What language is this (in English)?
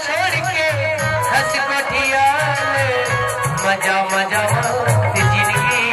Chhattisgarhi